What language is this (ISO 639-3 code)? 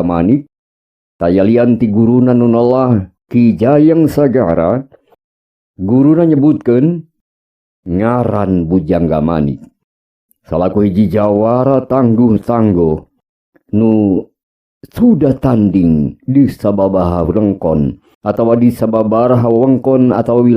sun